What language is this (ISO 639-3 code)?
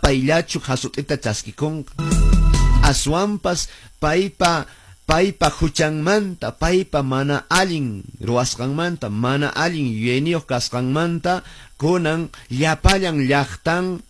que